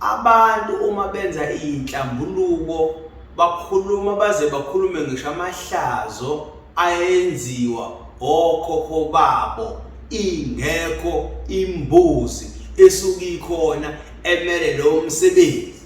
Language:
Zulu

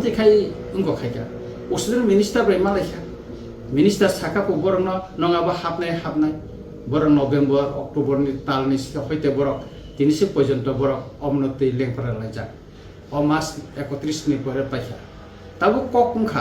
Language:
Kok Borok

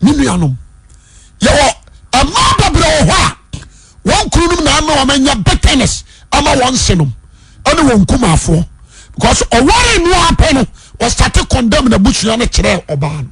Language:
Akan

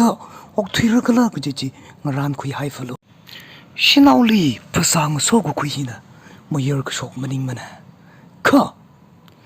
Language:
Tangkhul Naga (India)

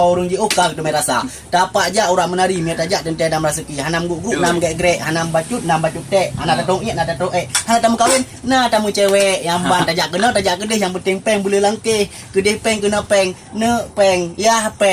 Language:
Achinese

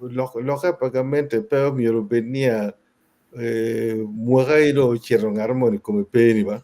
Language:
Acoli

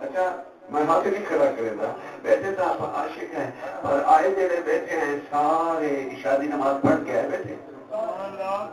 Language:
Saraiki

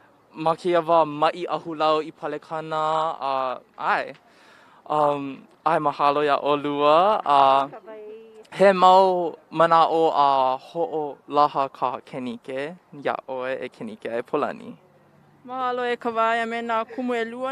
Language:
Hawaiian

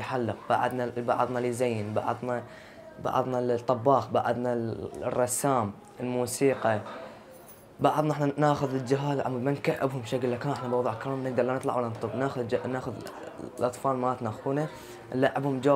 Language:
Mesopotamian Arabic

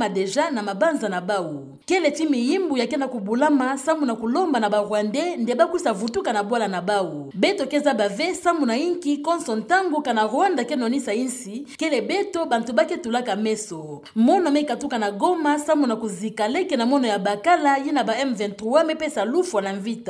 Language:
Kituba (Democratic Republic of Congo)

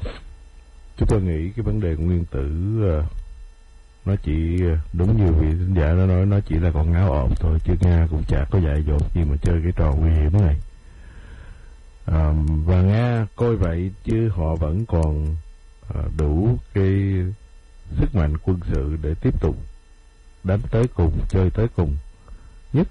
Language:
Vietnamese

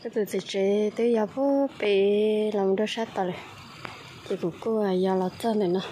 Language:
Hmong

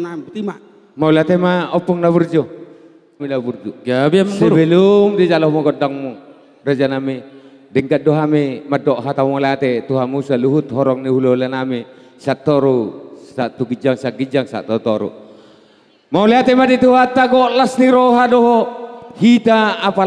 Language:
Batak Toba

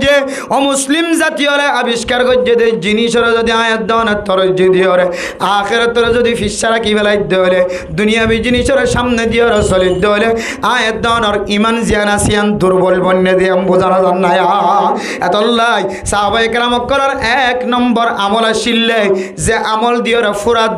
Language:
Rohingya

